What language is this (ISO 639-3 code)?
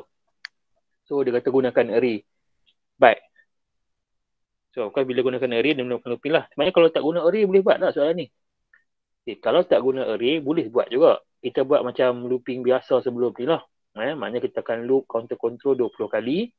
msa